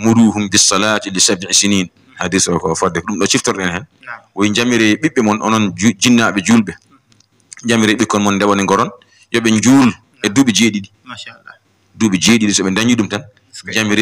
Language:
Fula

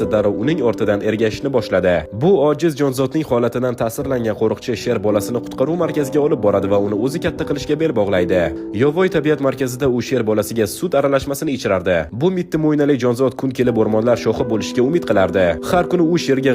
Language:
Uzbek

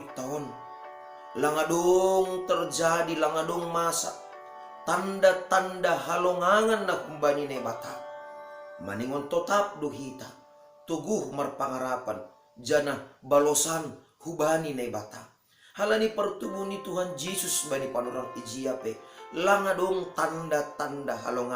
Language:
Batak Simalungun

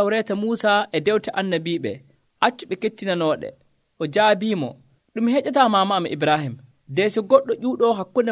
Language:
Nigerian Fulfulde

